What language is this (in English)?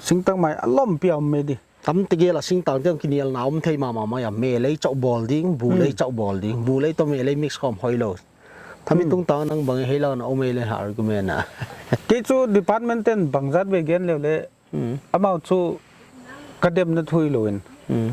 Paite Chin